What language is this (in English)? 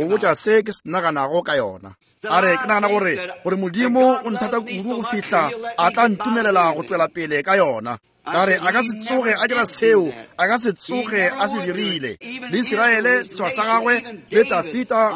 Northern Sotho